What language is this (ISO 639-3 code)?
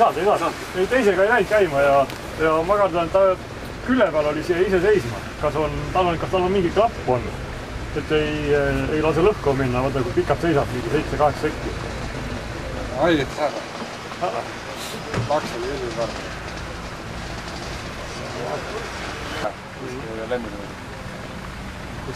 est